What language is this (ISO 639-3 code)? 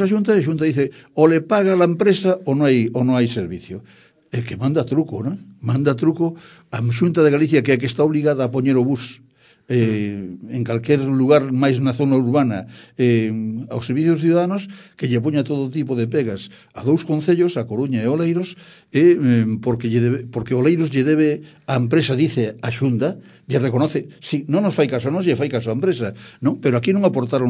glg